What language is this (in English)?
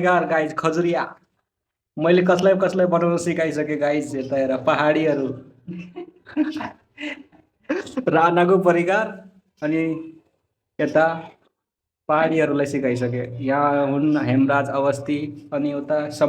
Nepali